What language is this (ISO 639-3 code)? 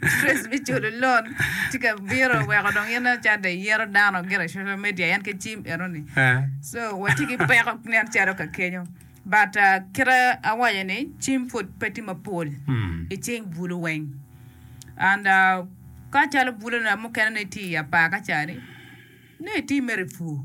ach